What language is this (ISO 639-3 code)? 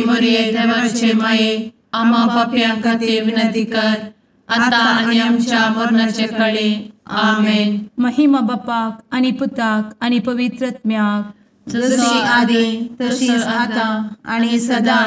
kok